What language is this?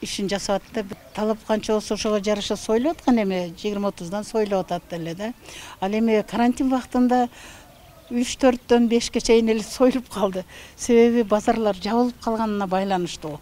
Kyrgyz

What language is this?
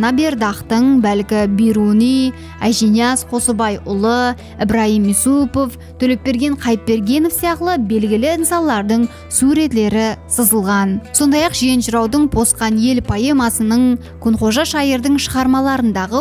Kara-Kalpak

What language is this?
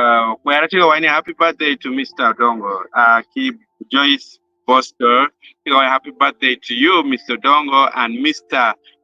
Acoli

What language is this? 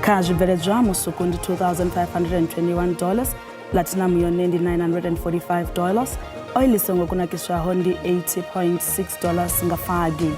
Venda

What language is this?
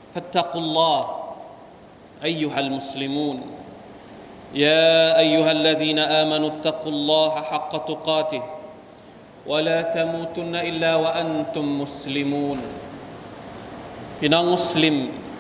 Thai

